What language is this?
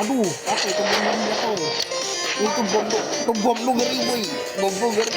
Banjar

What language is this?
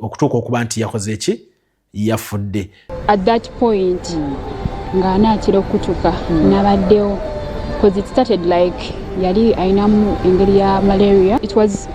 Ganda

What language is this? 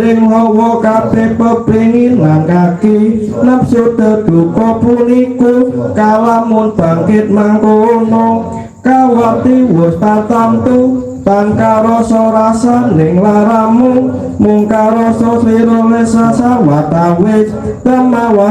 Javanese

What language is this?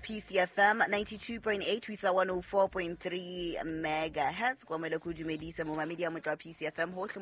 Southern Sotho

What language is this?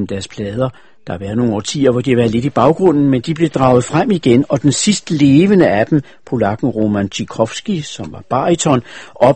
Danish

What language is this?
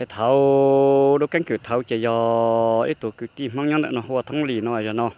Hmong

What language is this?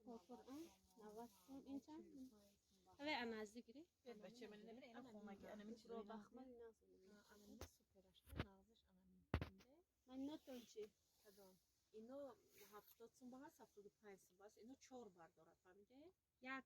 Tajik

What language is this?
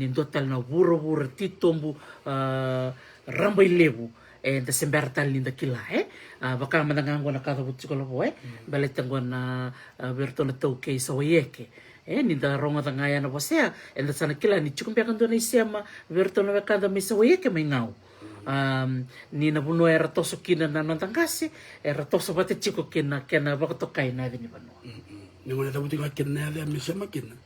Fijian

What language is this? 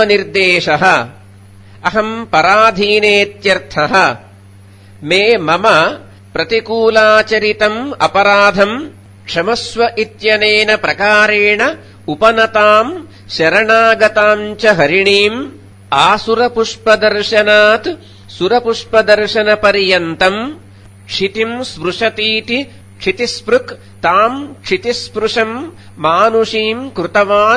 Sanskrit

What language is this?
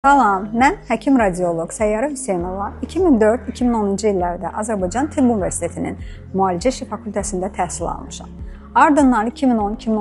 Azerbaijani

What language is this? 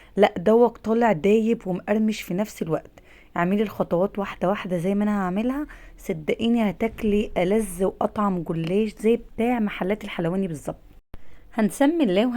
Egyptian Arabic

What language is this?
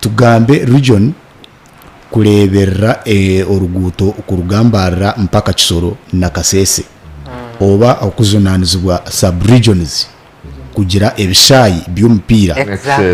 Nyankole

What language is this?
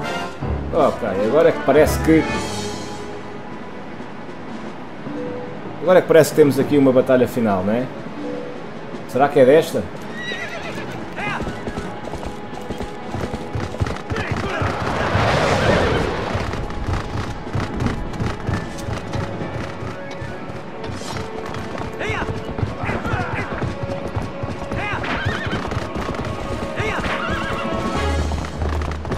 Portuguese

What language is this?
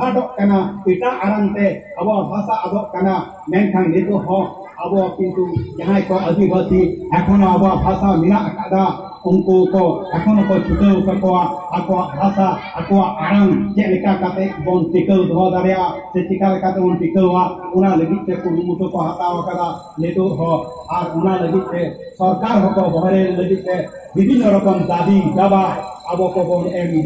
Santali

